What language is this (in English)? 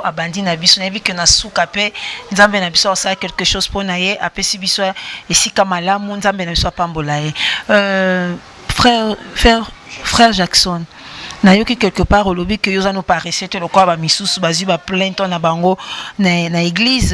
Lingala